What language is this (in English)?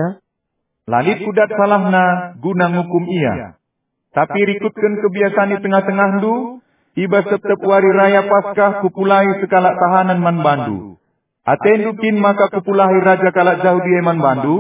Batak Karo